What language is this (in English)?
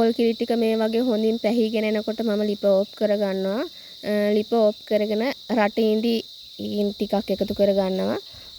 Sinhala